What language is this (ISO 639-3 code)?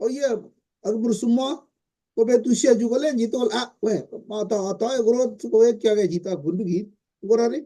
kln